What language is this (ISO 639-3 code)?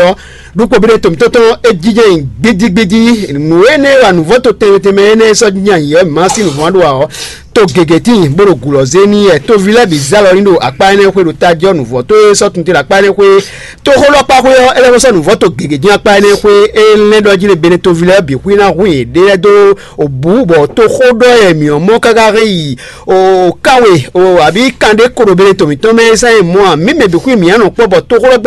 fon